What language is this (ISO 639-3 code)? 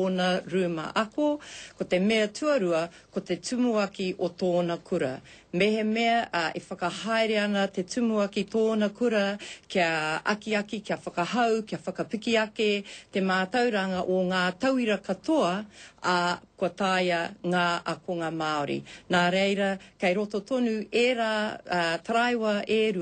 mri